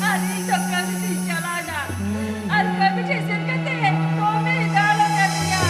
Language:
Santali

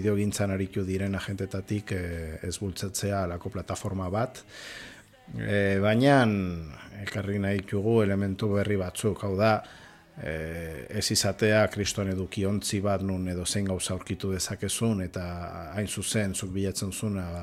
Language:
Basque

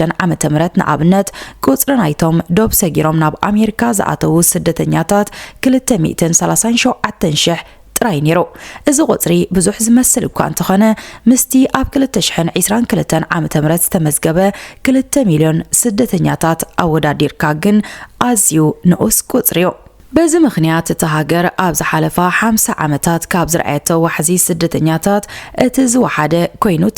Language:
Tigrinya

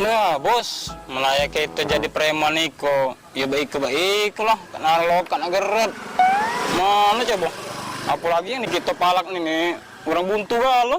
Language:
Musi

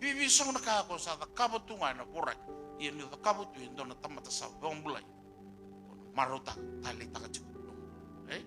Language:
Fijian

